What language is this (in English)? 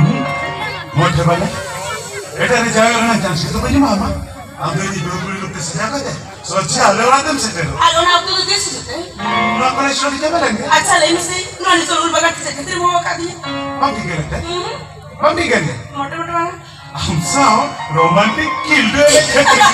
Santali